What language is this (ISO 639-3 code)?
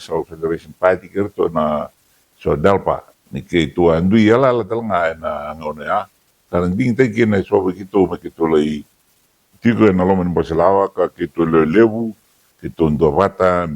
fij